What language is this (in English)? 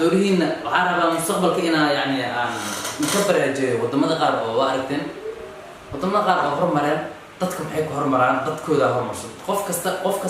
Somali